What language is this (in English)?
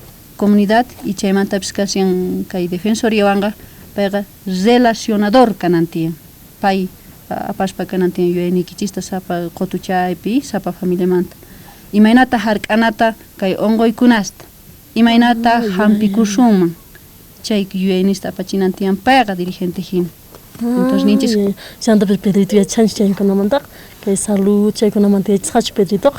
South Bolivian Quechua